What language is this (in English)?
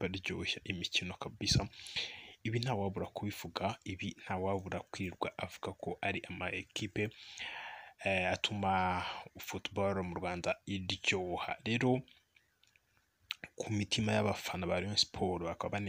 Kinyarwanda